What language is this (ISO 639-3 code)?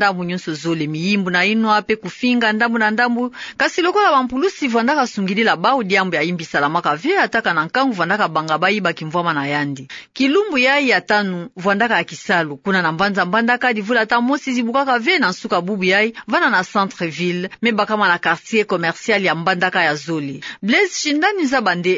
ktu